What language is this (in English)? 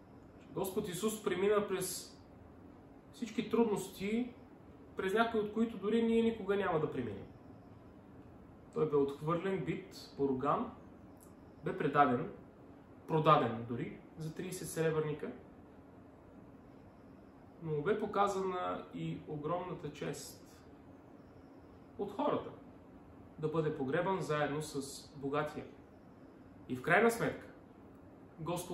Bulgarian